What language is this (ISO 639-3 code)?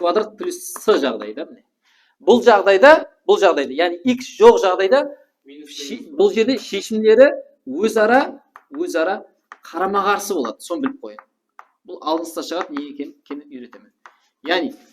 kaa